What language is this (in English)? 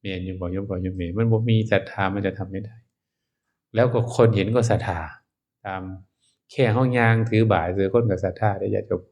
Northeastern Thai